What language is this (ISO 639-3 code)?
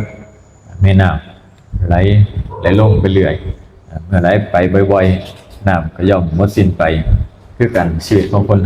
tts